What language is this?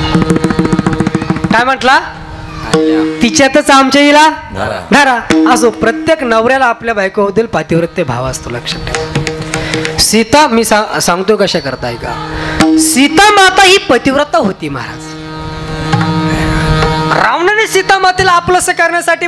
Marathi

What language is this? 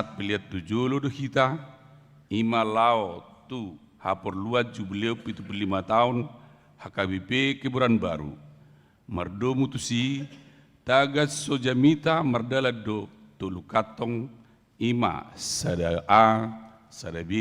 Batak Toba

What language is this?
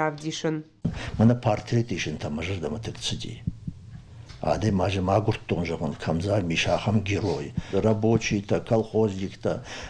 Ossetic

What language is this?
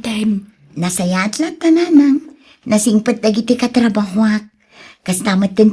Iloko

